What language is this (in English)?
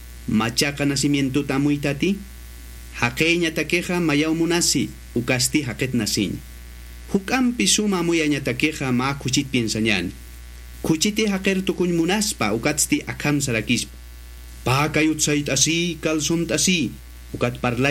Aymara